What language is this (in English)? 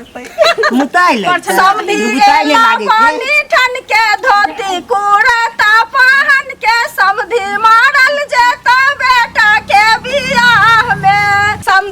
Maithili